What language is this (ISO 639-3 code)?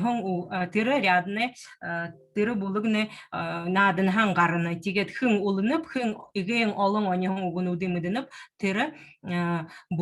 bua